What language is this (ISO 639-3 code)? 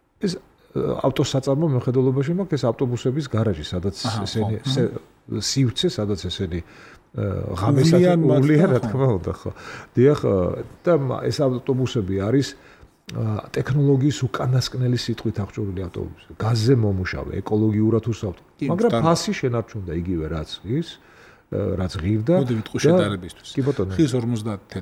kat